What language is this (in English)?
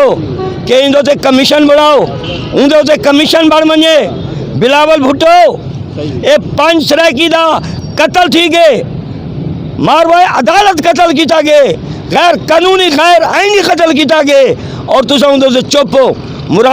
Saraiki